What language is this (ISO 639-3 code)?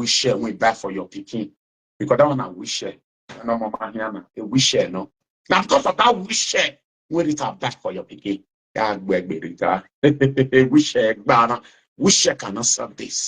pcm